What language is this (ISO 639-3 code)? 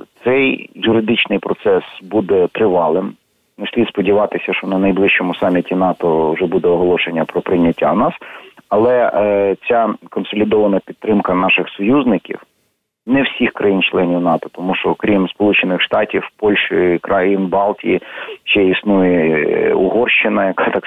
ukr